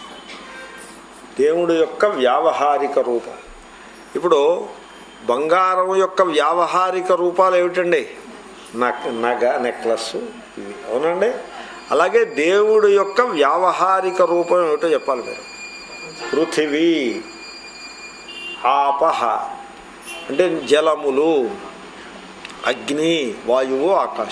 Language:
Telugu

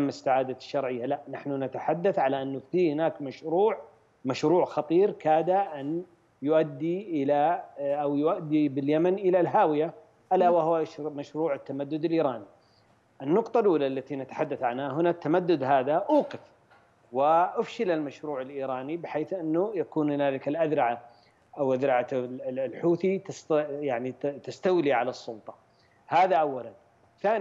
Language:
Arabic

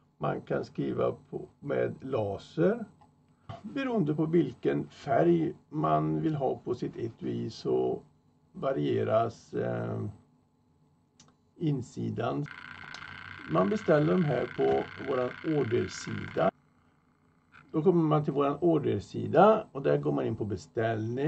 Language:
Swedish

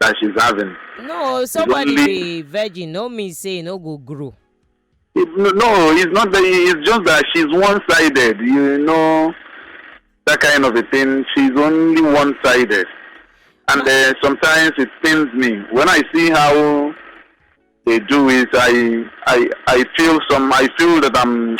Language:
Nigerian Pidgin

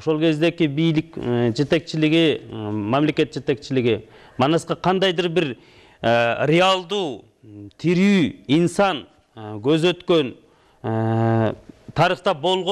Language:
Kyrgyz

